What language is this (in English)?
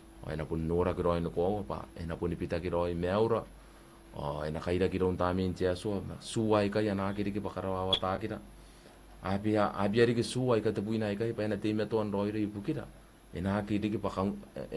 Gilbertese